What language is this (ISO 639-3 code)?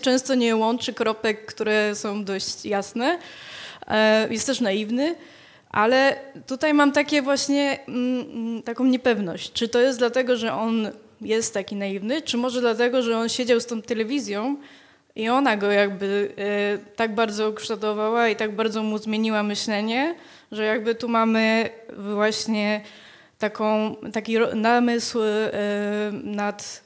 pol